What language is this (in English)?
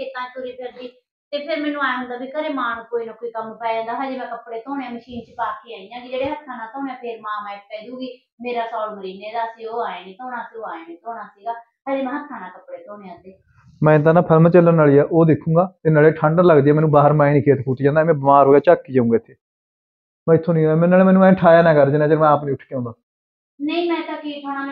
Punjabi